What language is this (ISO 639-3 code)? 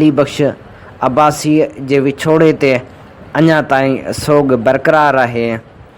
snd